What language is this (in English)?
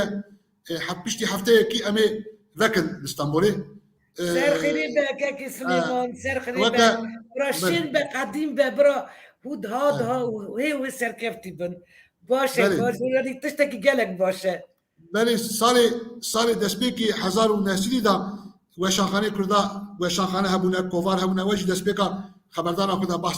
Kurdish